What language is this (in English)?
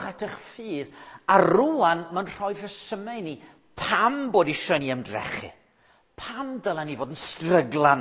Welsh